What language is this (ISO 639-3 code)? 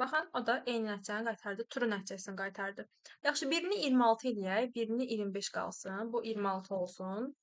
aze